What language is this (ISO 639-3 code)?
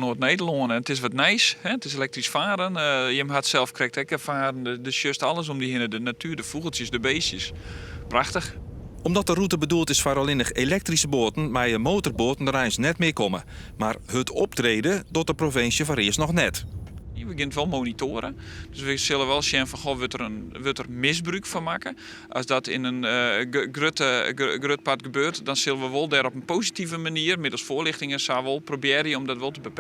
fry